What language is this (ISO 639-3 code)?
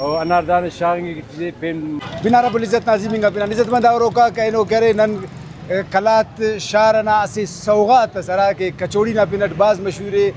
brh